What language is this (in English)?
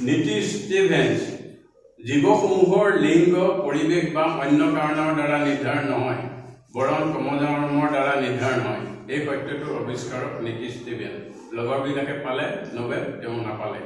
Assamese